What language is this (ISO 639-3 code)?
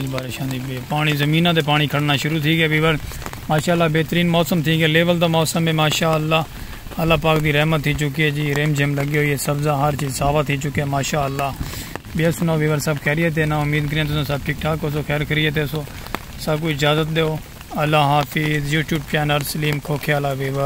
skr